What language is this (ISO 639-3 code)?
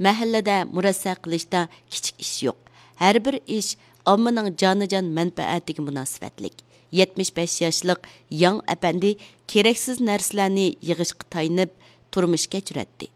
uig